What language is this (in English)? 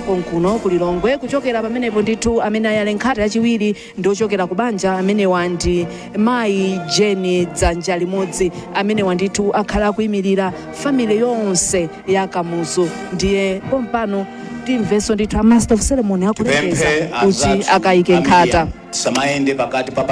Nyanja